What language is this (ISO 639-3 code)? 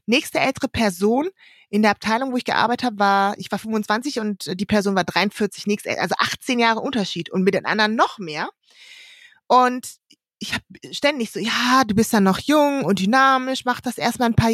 deu